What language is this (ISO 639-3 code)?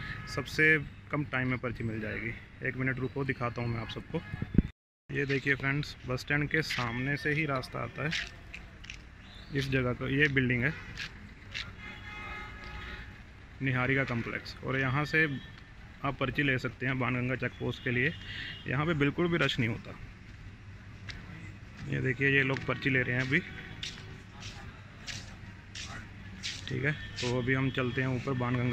hin